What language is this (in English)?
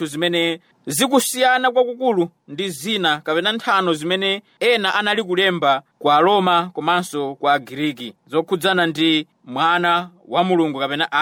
Nyanja